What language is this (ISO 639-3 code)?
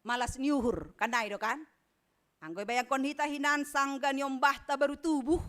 bts